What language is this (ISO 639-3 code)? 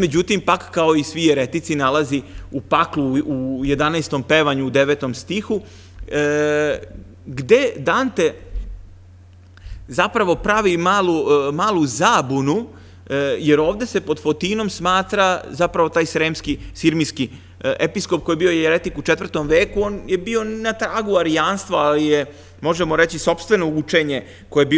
srp